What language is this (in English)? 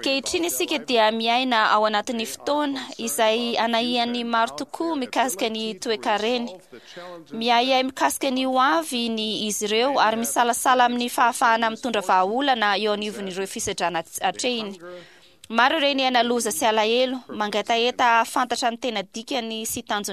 Malagasy